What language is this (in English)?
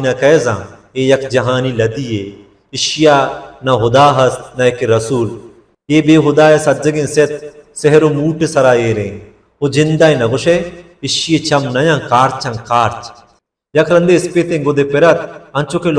Baluchi